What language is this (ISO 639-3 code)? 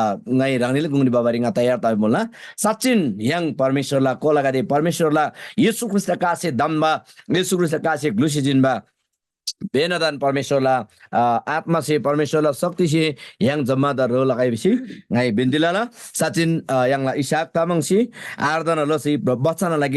taj